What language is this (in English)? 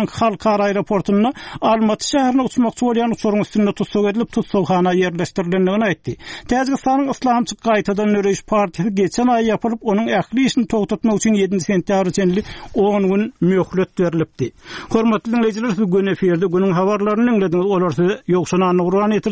Turkmen